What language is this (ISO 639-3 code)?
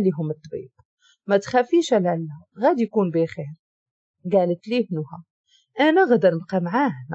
ary